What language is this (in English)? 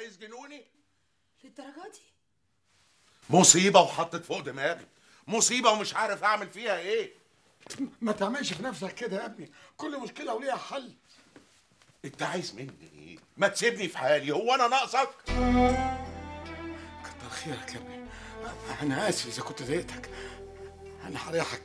Egyptian Arabic